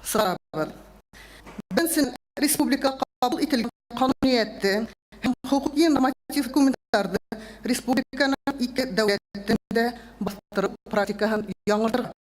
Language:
Bashkir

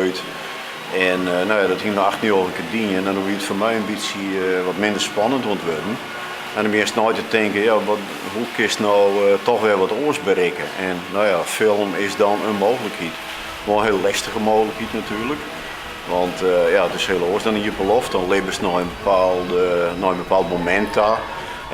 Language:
Western Frisian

